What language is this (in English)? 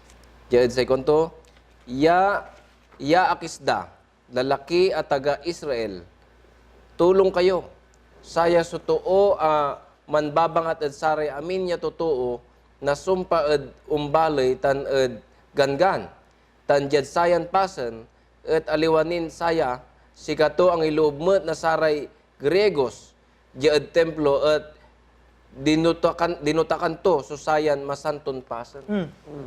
Pangasinan